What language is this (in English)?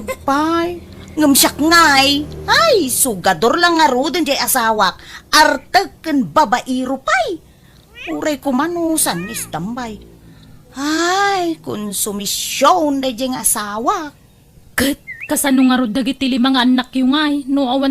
Iloko